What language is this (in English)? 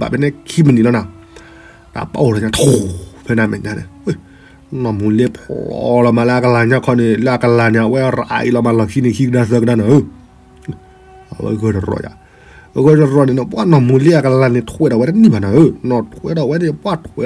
S'gaw Karen